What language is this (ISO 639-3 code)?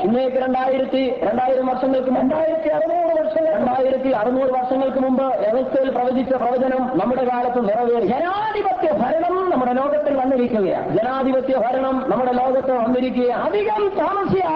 mal